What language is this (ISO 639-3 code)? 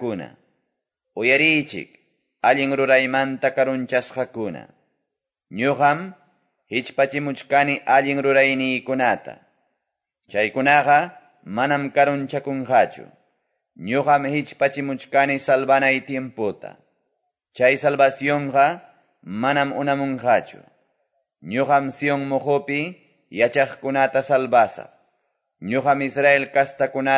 que